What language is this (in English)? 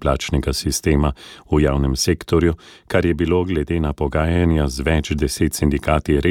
Slovenian